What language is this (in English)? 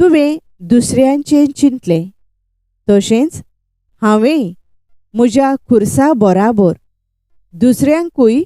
Konkani